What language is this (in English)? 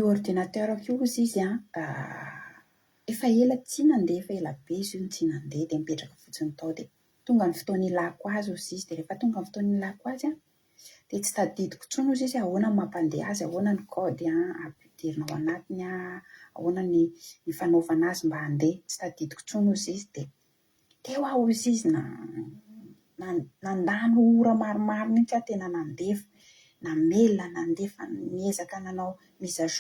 Malagasy